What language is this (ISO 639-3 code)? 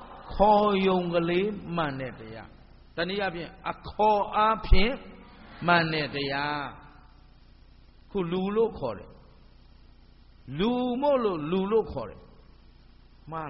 mya